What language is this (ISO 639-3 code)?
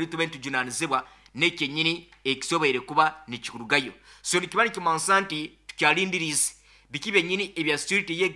nyo